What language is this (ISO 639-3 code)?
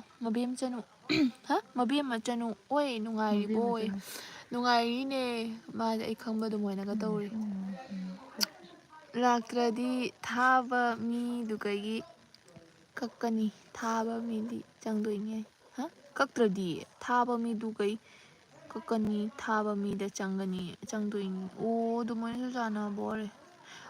mni